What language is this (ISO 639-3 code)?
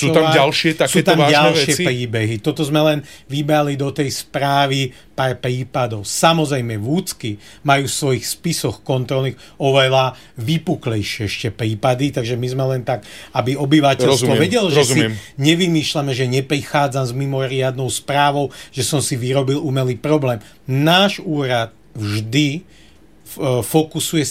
slk